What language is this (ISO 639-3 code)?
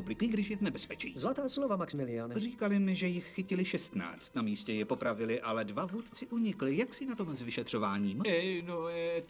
ces